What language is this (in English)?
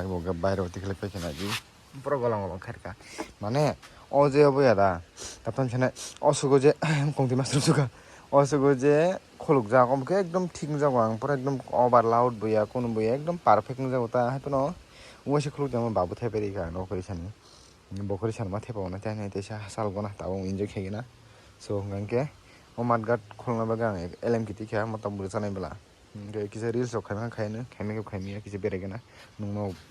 Kok Borok